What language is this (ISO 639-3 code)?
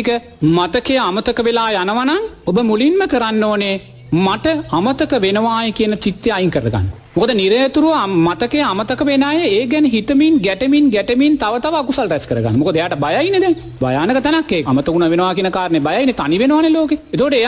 sin